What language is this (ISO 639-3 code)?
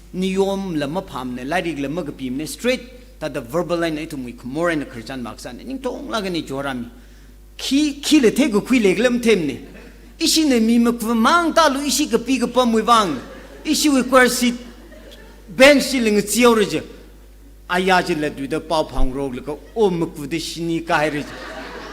nmf